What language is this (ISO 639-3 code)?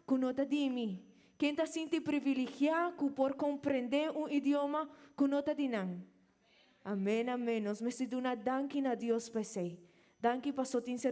pap